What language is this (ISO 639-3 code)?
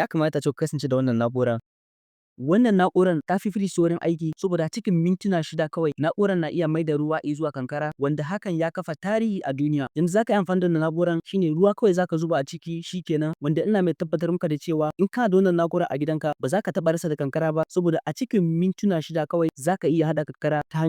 hau